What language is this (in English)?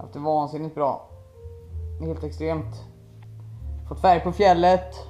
Swedish